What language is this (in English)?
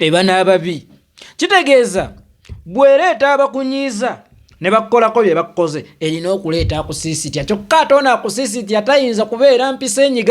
Ganda